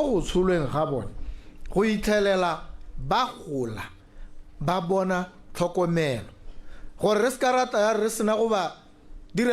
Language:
Tswana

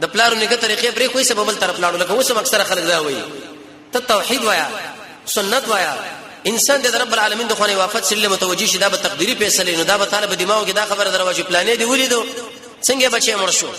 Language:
Pashto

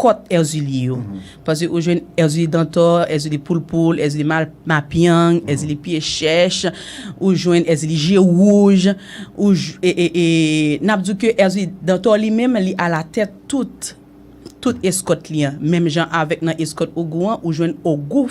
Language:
Haitian Creole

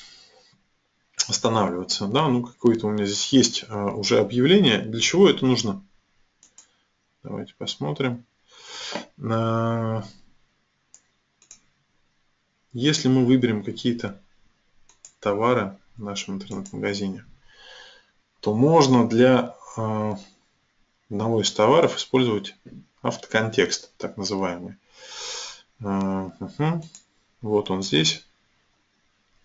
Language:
Russian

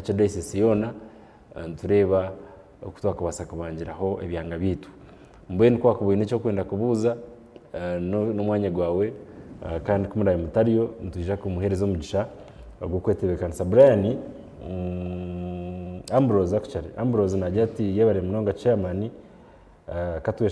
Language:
Nyankole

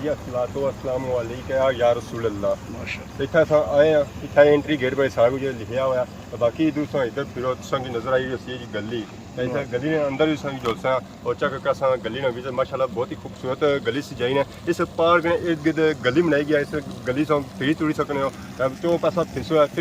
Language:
Pahari-Potwari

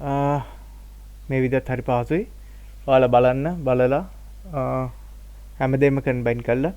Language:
Sinhala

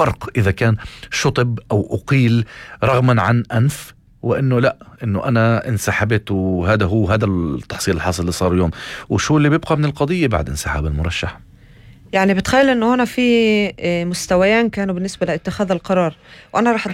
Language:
North Levantine Arabic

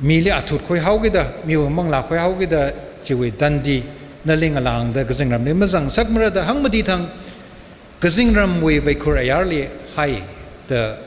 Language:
Tangkhul Naga (India)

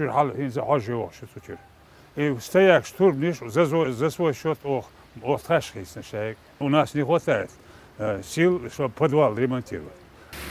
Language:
Chechen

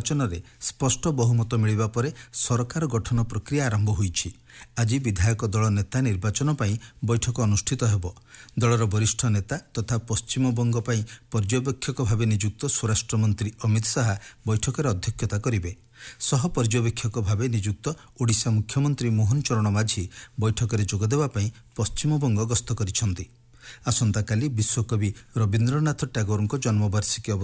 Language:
Odia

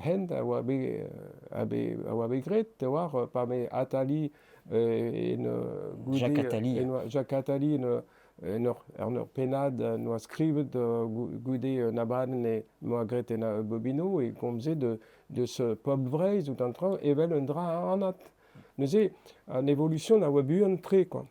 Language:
Breton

